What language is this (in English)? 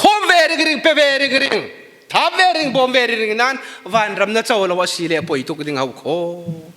Falam Chin